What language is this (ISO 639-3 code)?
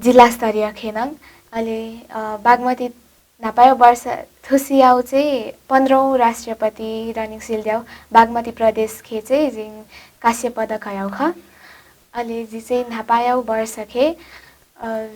new